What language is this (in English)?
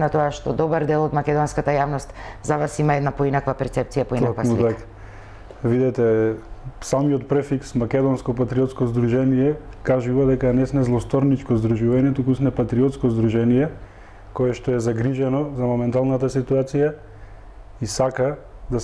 Macedonian